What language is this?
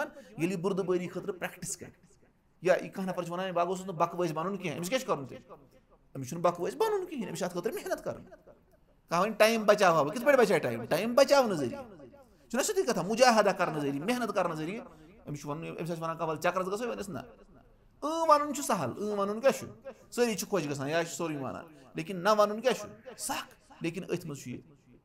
Kashmiri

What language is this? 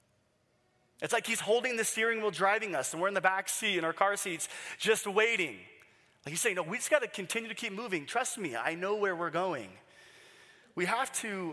English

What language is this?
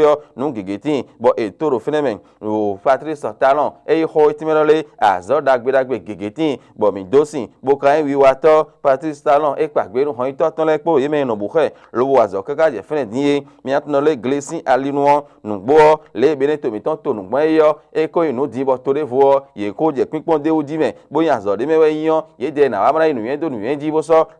Fon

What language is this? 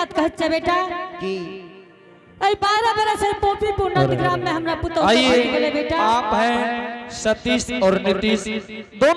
Angika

